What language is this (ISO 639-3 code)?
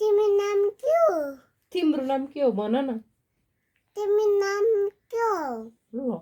nep